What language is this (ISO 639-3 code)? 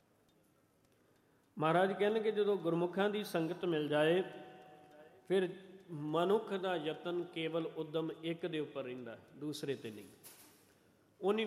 pan